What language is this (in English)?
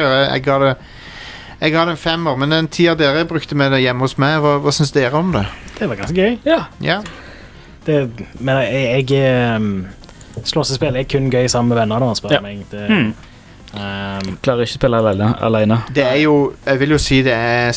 Norwegian